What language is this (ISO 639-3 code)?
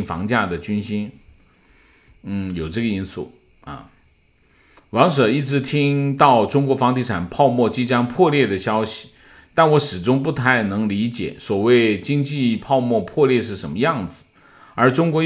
zho